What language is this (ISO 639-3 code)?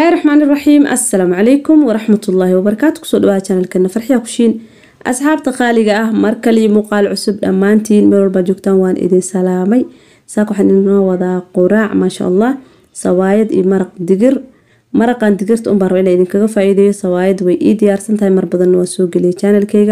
som